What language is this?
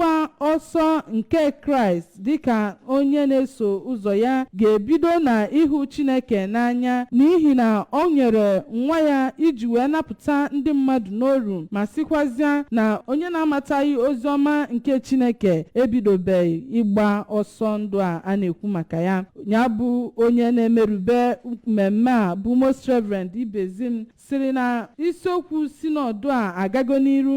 Igbo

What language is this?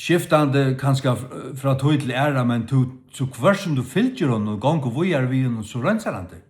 Faroese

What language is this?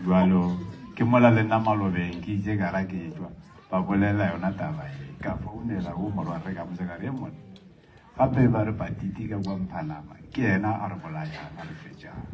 Northern Sotho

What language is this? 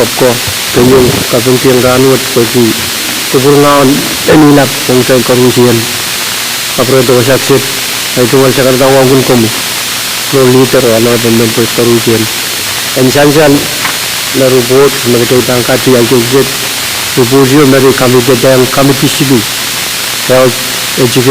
Pohnpeian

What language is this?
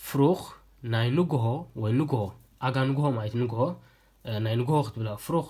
Tigrinya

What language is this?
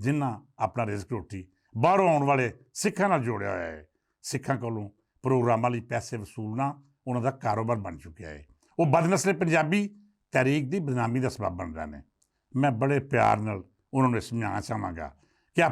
Western Panjabi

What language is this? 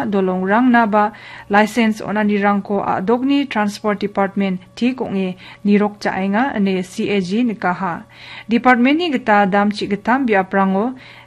Garo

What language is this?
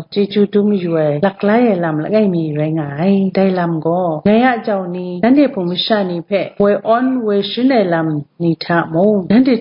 Kachin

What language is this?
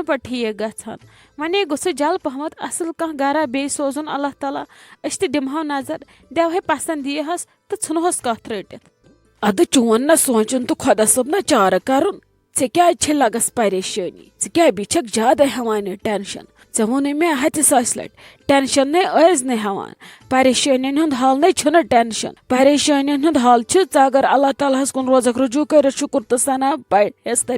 Kashmiri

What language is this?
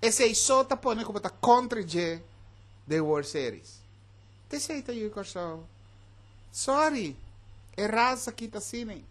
Papiamento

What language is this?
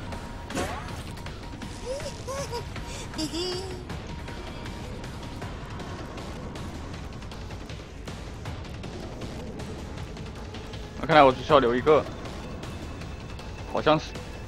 Chinese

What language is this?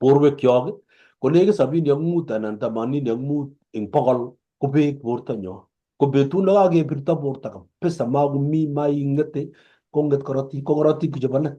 Kalenjin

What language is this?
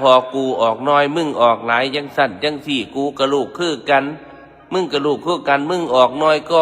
Northeastern Thai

